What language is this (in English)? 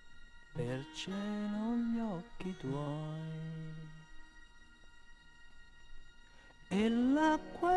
Italian